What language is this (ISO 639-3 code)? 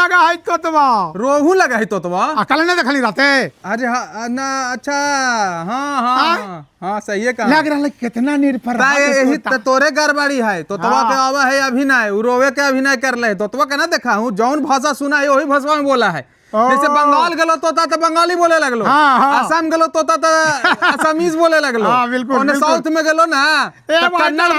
mag